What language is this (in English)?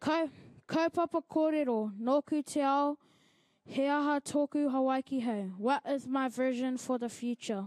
Māori